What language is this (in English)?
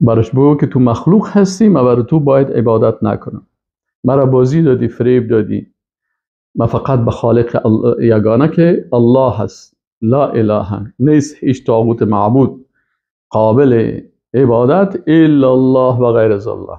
Persian